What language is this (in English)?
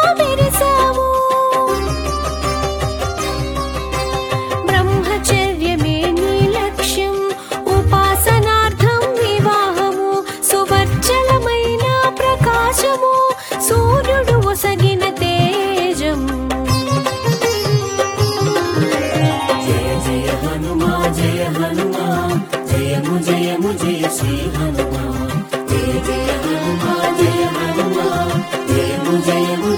Telugu